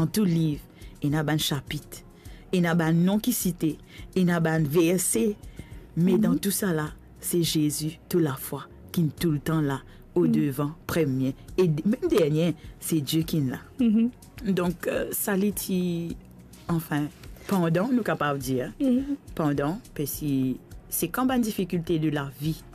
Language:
Morisyen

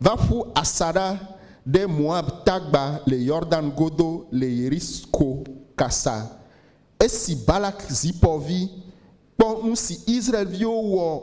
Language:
Ewe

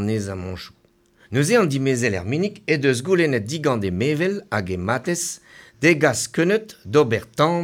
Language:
Breton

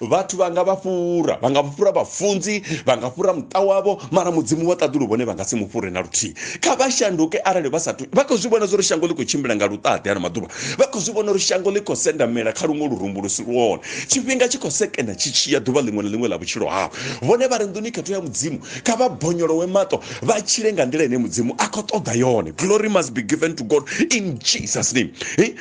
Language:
Venda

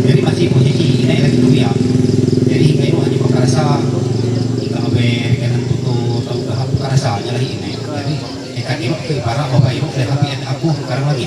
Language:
Ma'anyan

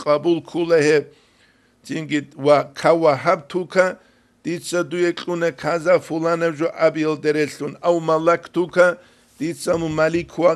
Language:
Avaric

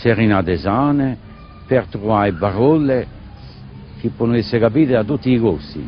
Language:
Corsican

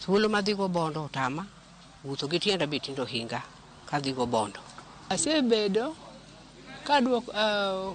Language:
Luo (Kenya and Tanzania)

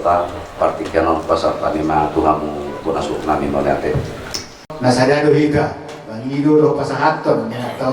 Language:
Batak Toba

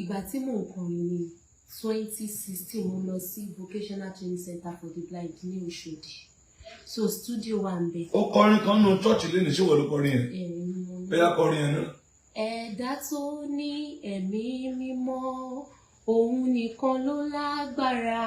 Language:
Yoruba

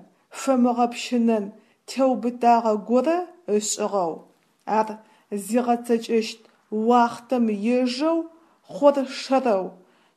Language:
Adyghe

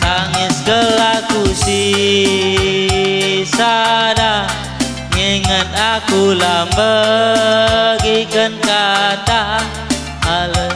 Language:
Batak Karo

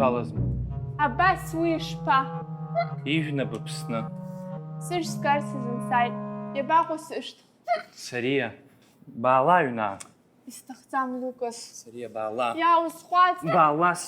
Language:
Abkhazian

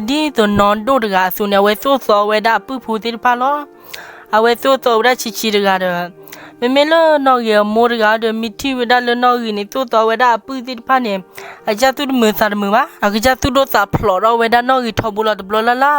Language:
S'gaw Karen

